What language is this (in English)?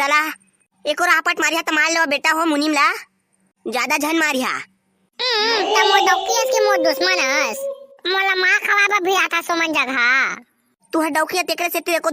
Chhattisgarhi